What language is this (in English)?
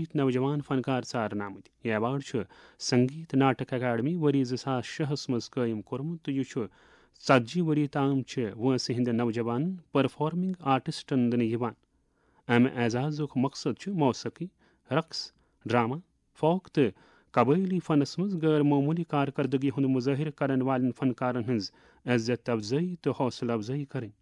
Kashmiri